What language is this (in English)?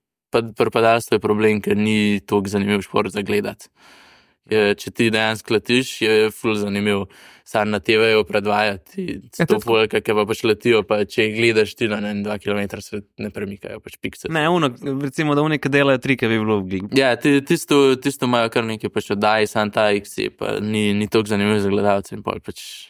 Slovenian